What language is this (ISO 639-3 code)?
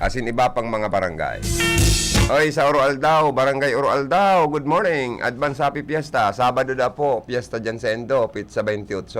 bik